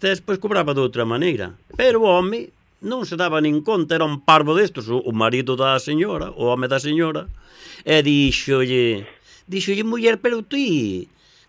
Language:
Galician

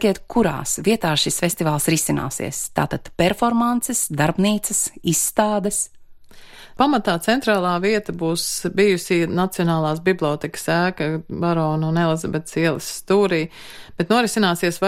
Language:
Latvian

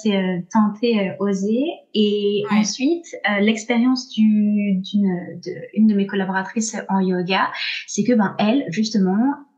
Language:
French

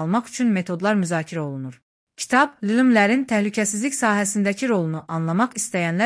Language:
Azerbaijani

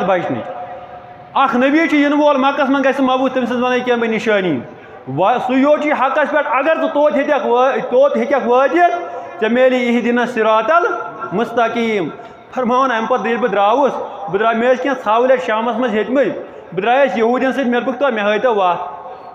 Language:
Kashmiri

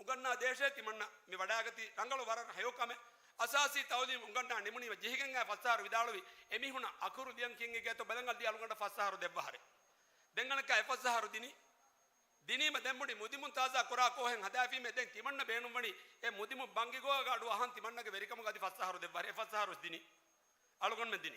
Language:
Divehi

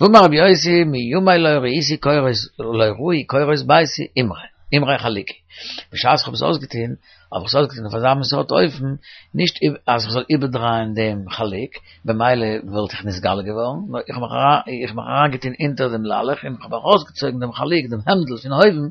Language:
Yiddish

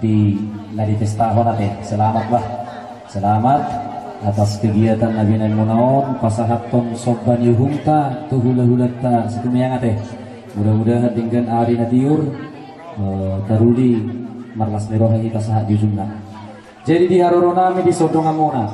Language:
Batak Toba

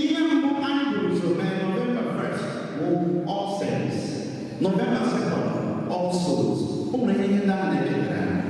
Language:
Igbo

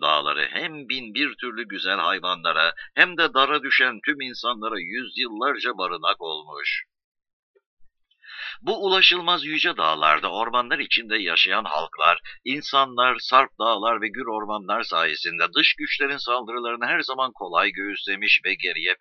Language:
Turkish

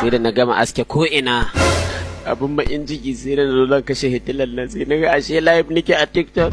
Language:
Hausa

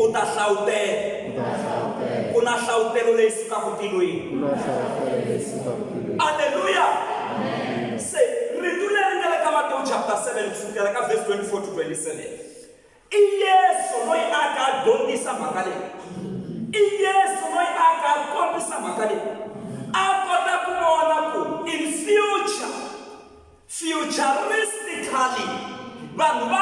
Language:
Tsonga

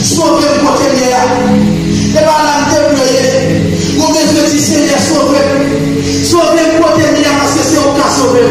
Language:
Haitian Creole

